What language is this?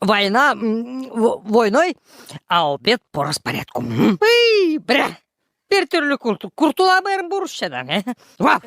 Gagauz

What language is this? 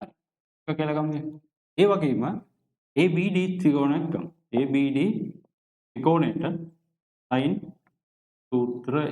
Sinhala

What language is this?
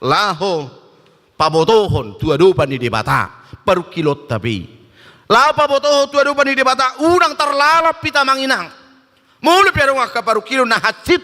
Batak Toba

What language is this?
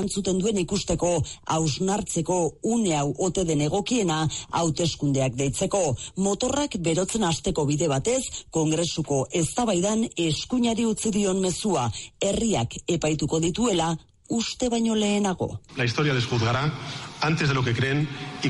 Basque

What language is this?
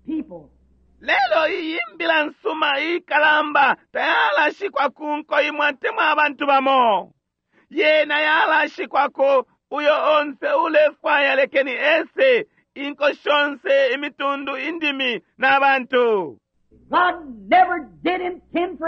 Bemba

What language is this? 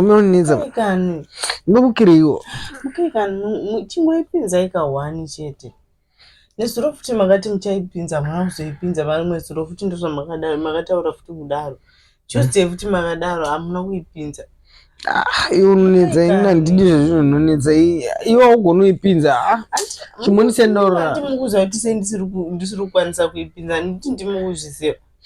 Shona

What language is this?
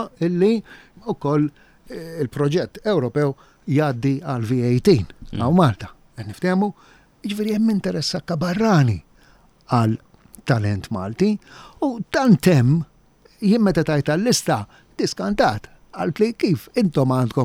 Maltese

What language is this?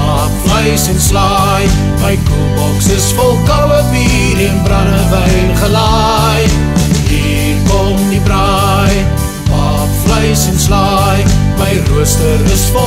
Afrikaans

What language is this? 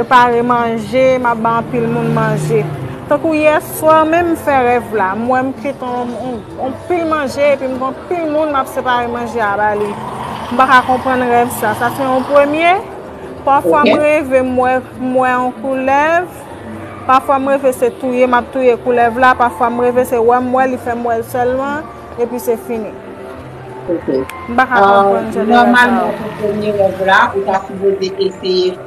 Haitian Creole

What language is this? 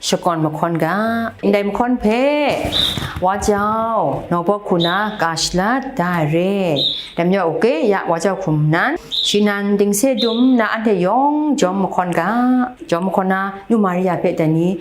Kachin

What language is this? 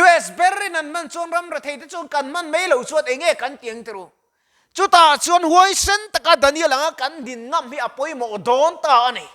Mizo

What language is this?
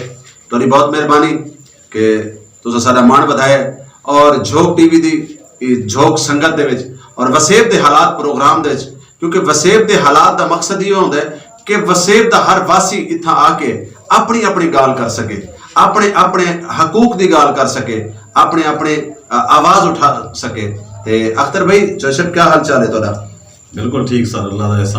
Saraiki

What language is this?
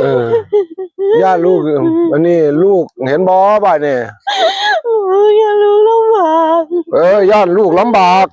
Northeastern Thai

